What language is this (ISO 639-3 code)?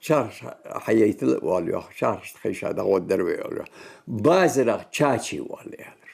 inh